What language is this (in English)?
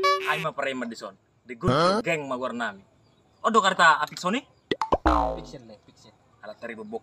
Batak Toba